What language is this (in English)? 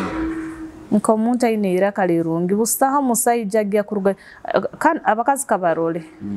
Nyoro